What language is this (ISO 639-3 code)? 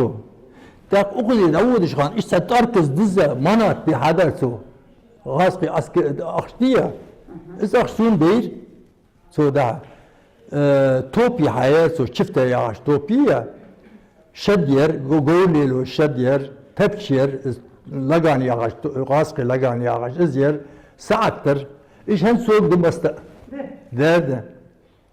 inh